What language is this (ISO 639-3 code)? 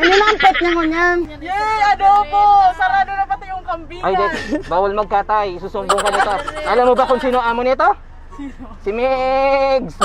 bik